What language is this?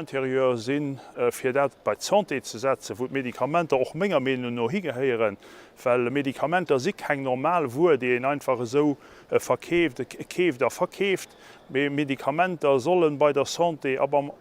Luxembourgish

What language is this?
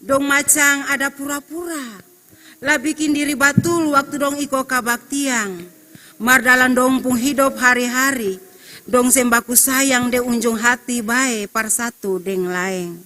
Ambonese Malay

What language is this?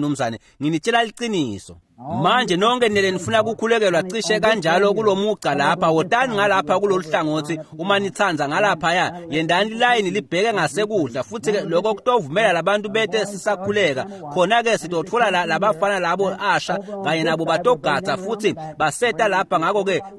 Swati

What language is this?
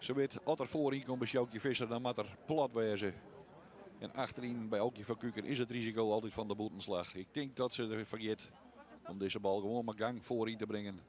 Western Frisian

